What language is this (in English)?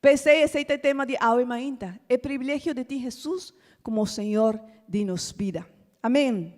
Papiamento